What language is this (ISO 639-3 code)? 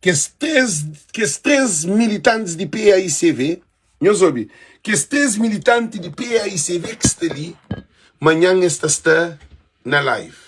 kea